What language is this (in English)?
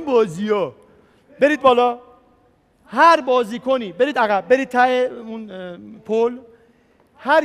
Persian